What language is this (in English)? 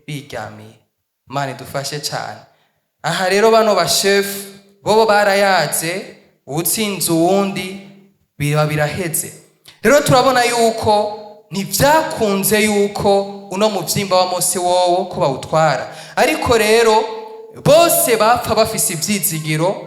Rundi